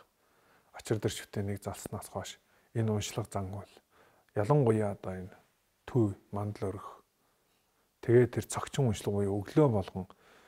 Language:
Mongolian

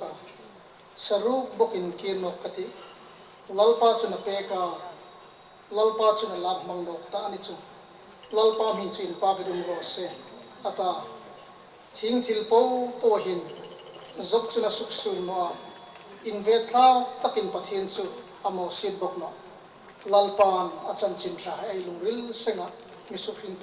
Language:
Hmar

